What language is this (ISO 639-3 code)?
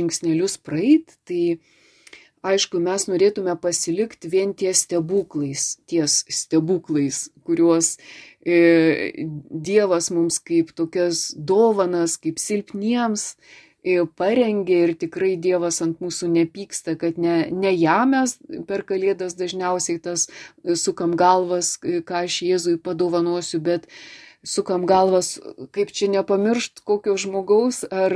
lit